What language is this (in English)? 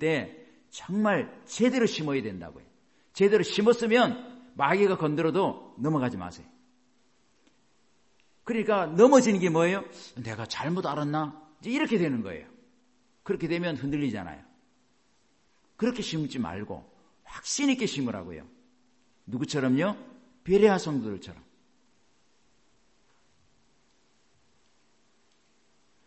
Korean